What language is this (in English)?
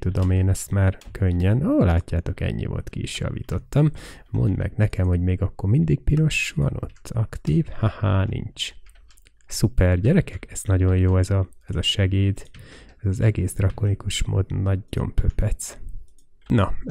Hungarian